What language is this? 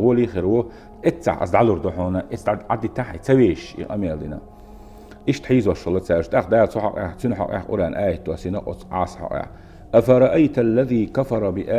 Chechen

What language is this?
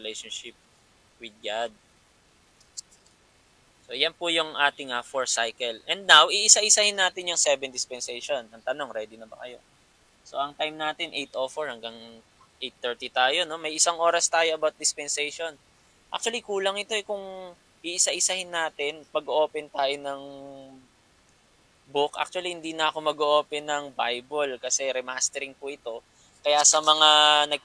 Filipino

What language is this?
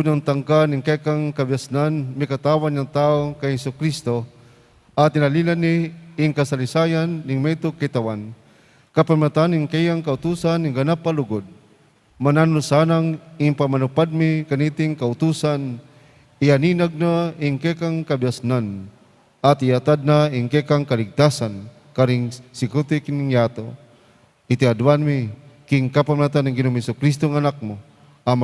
Pampanga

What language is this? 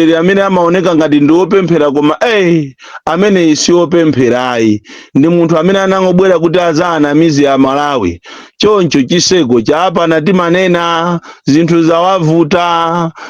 Nyanja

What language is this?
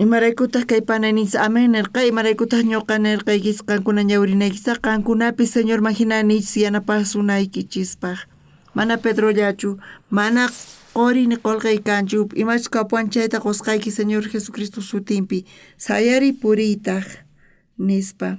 South Bolivian Quechua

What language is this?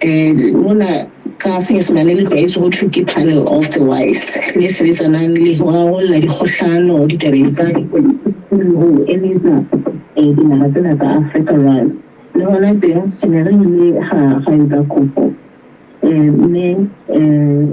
Southern Sotho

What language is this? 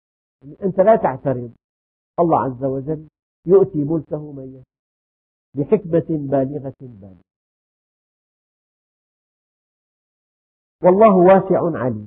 Arabic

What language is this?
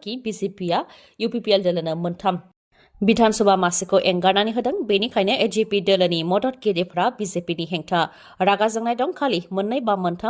Bodo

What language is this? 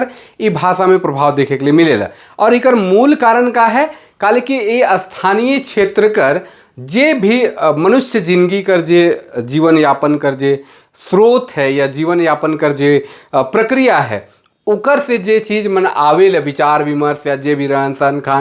Sadri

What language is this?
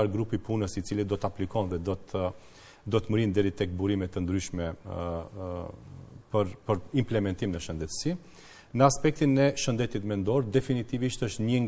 Albanian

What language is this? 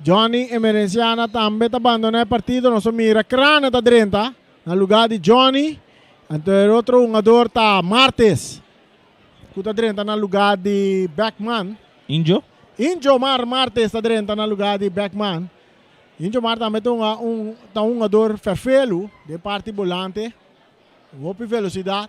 Papiamento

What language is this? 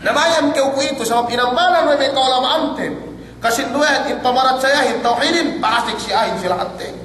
Yakan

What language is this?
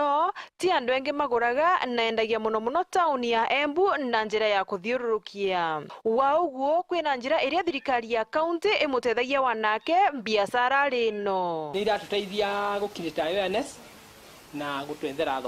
Meru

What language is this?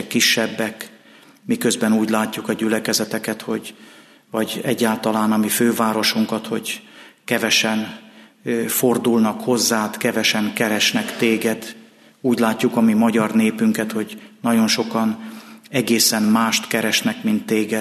Hungarian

